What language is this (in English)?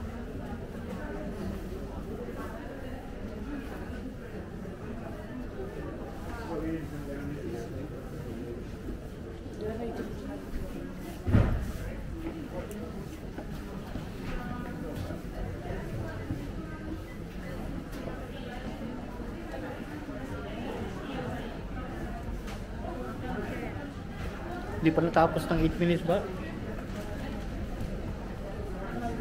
Filipino